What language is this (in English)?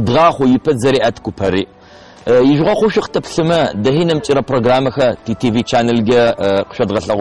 Adyghe